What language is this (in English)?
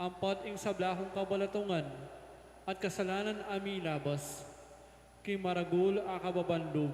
Pampanga